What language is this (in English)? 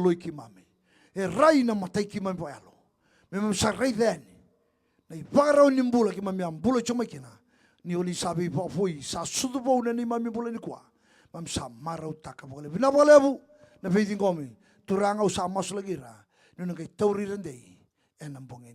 Fijian